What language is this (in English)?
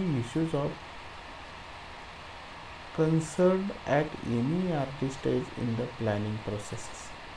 English